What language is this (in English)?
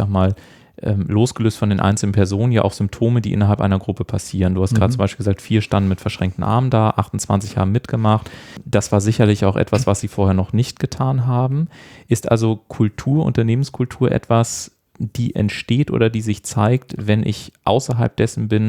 German